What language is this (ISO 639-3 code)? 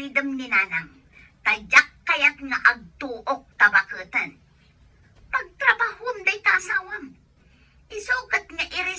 ilo